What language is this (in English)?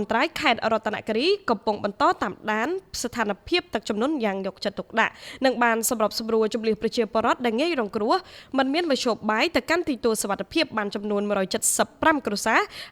Khmer